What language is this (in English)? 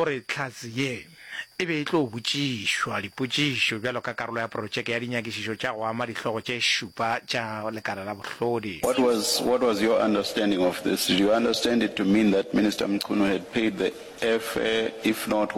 Northern Sotho